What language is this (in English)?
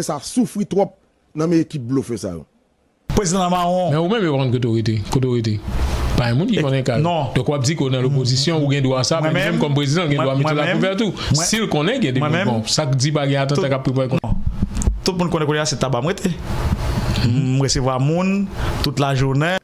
Haitian Creole